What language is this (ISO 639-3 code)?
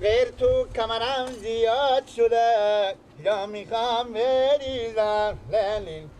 fas